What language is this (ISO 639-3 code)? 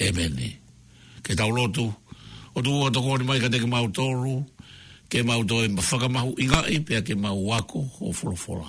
ton